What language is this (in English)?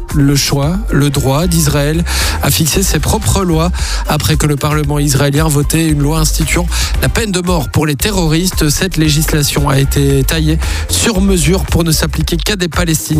French